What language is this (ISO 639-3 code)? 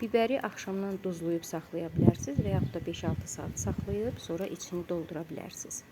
aze